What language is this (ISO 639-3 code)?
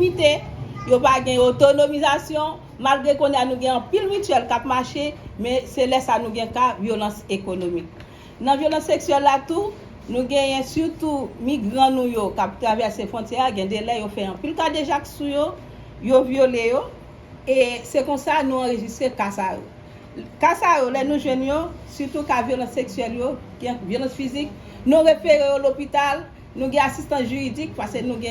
hat